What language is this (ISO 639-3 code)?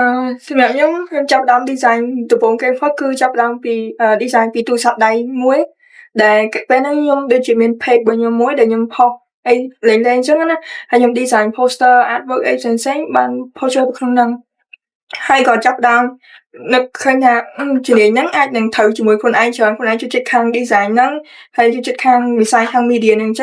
khm